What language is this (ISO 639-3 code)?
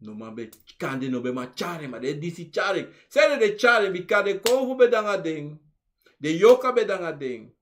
srn